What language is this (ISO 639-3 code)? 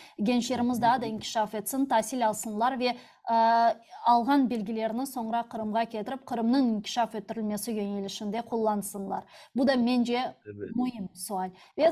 crh